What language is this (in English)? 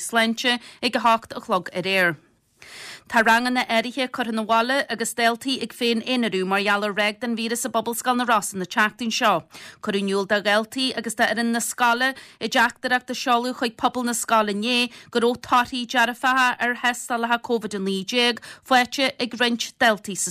Irish